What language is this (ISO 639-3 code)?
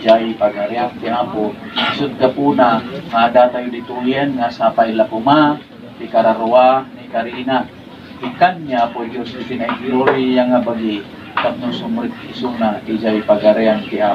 ilo